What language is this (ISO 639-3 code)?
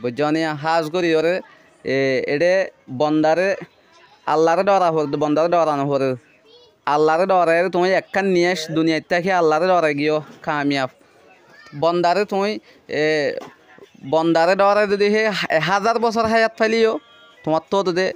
rhg